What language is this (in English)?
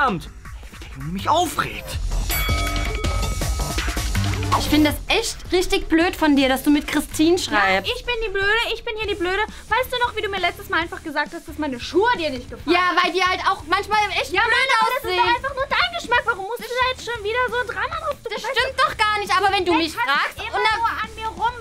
German